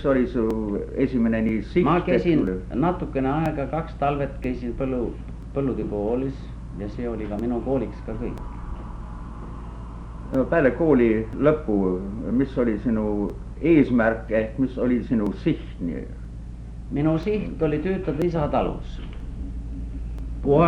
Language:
Estonian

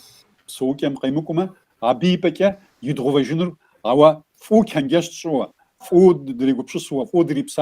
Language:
Kabardian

